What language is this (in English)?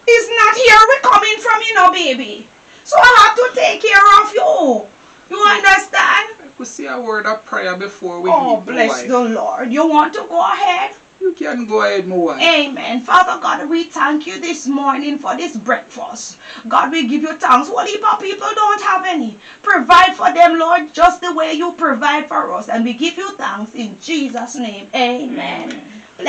Jamaican Creole English